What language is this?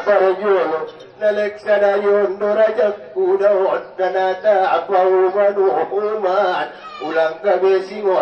Batak Angkola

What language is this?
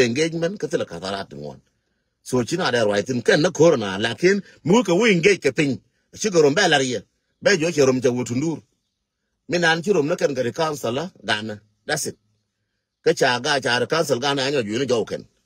Nuer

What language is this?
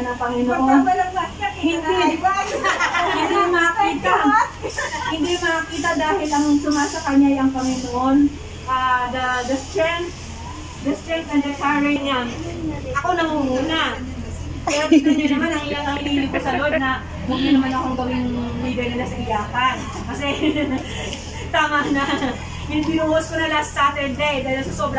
Filipino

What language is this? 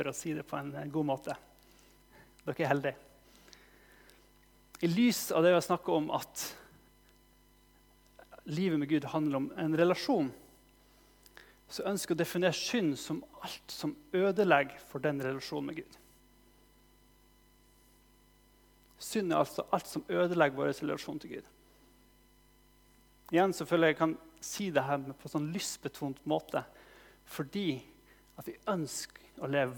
Norwegian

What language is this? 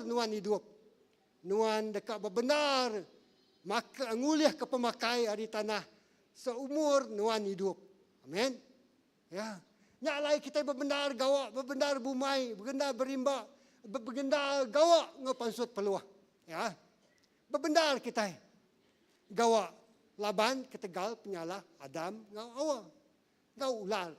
Iban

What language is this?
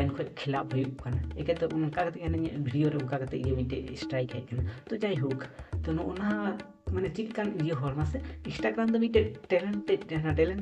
Santali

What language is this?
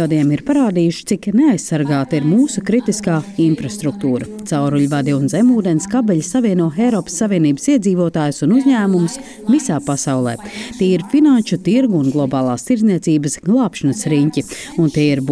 Latvian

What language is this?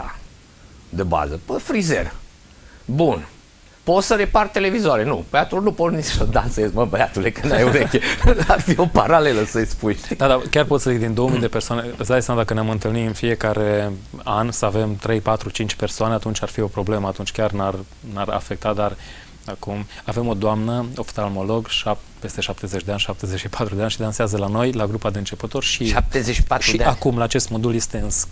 Romanian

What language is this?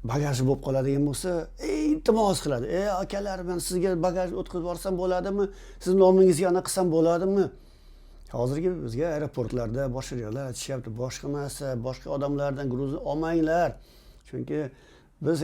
Uzbek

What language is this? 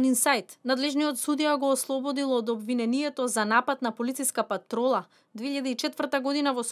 Macedonian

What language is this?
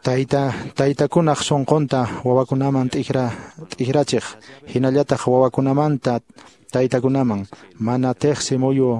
Quechua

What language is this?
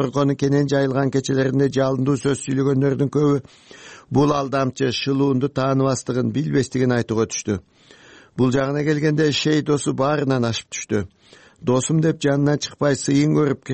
Kyrgyz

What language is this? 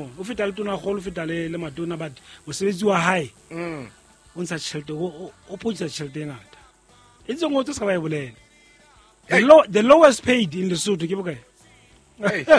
Southern Sotho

